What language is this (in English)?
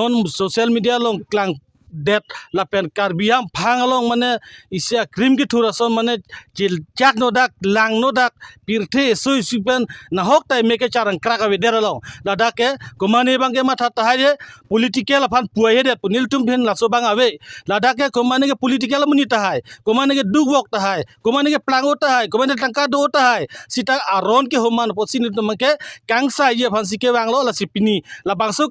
Karbi